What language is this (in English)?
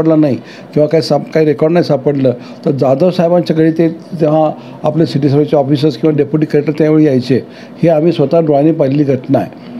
Marathi